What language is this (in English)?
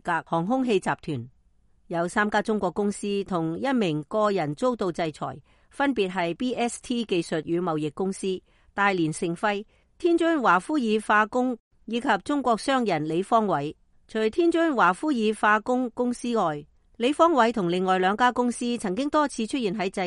Cantonese